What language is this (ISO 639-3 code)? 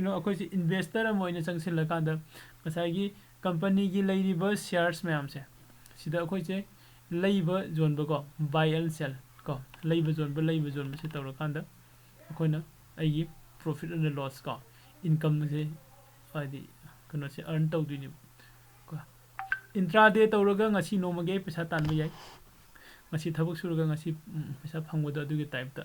mni